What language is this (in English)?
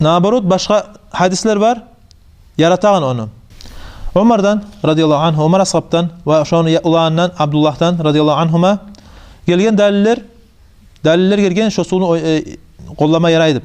Kumyk